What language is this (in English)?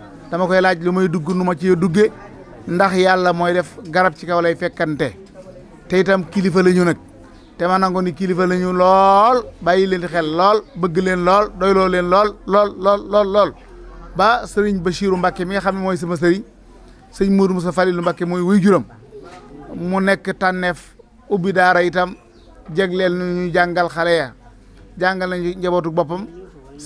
Wolof